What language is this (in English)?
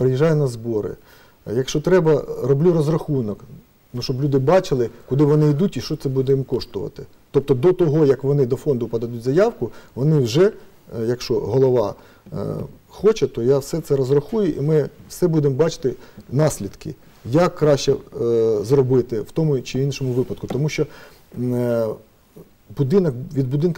Ukrainian